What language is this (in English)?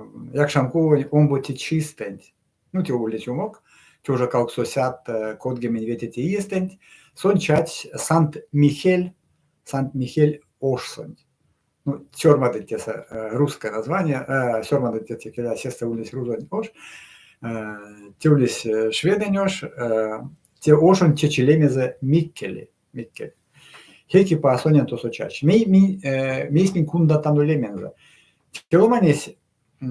Erzya